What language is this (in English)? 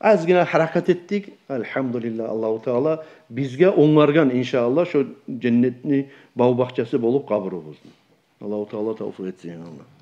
Kumyk